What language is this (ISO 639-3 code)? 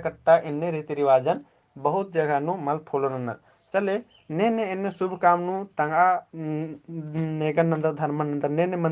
kru